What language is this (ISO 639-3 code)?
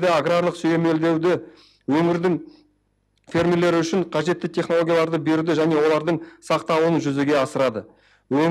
kaz